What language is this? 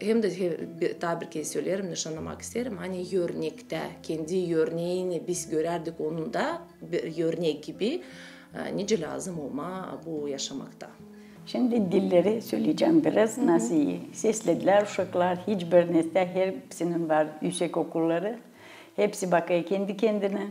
Gagauz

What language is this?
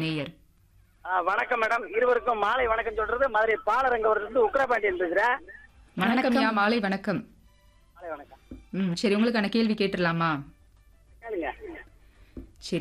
Tamil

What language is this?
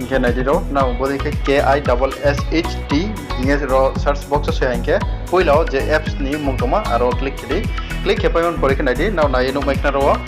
Riang (India)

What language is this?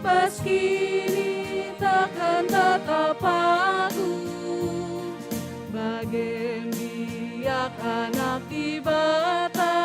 Batak Karo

